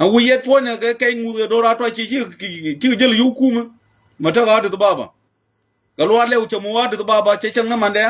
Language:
Nuer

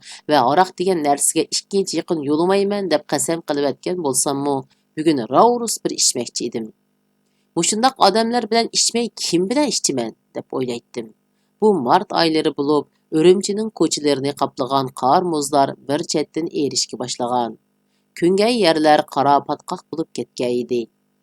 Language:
Uyghur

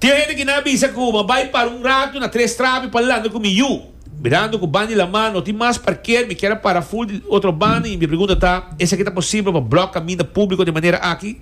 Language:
Papiamento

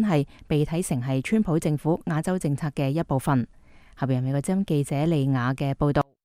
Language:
Cantonese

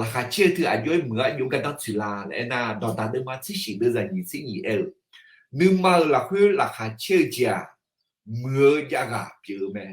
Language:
Akha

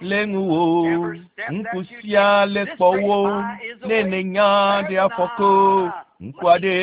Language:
Ewe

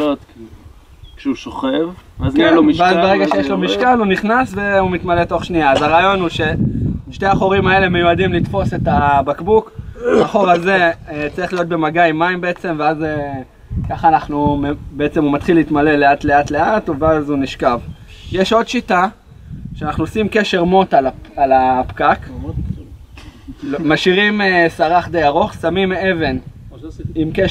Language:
Hebrew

